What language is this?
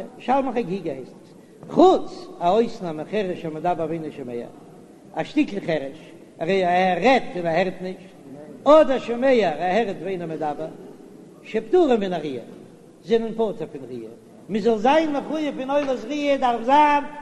Yiddish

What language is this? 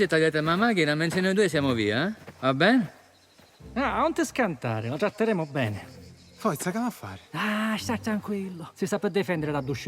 Sicilian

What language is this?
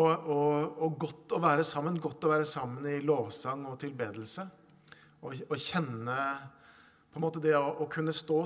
Norwegian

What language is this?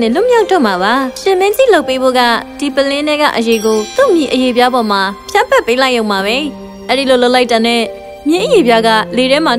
Burmese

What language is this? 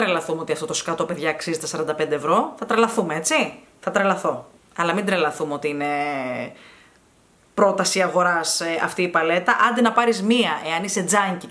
Greek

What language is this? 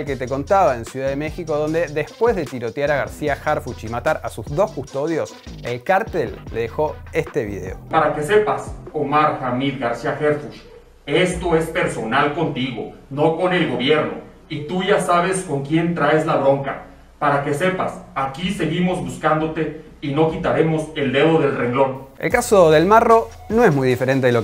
Spanish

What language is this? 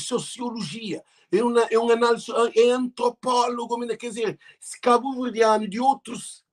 Kabuverdianu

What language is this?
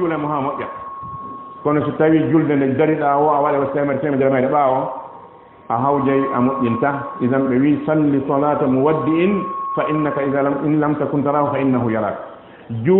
Fula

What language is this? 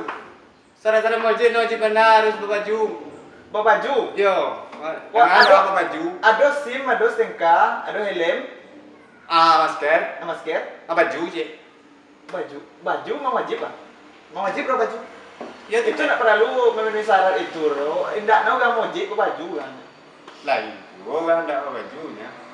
Minangkabau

